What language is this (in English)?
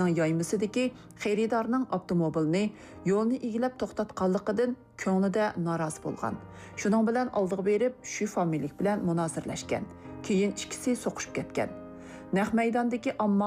Uyghur